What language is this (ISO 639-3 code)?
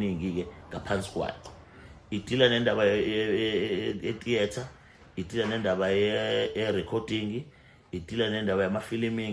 zul